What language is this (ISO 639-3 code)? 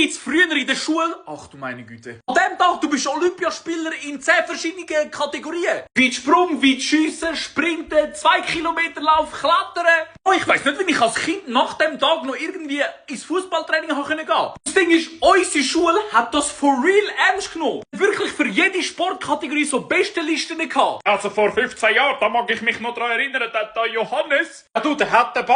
gsw